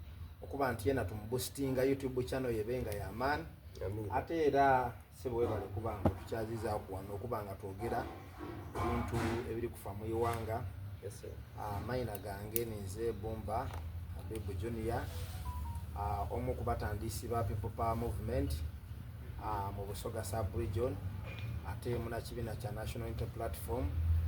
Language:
Soga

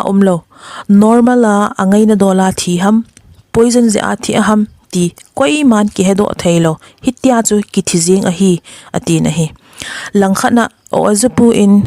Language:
Thado Chin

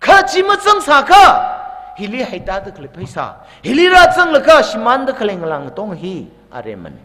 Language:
Tangkhul Naga (India)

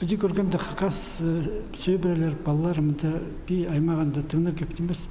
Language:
Khakas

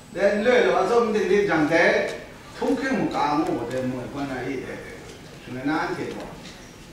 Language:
Chinese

